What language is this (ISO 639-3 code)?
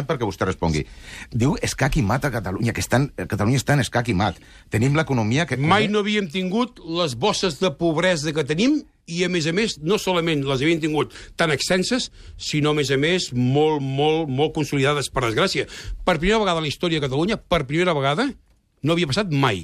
cat